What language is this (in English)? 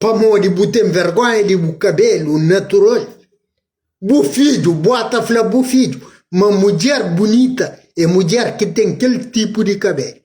Kabuverdianu